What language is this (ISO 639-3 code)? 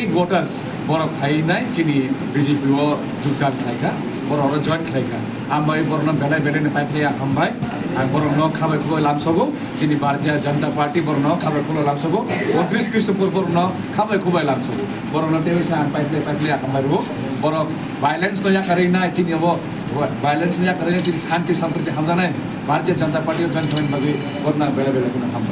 trp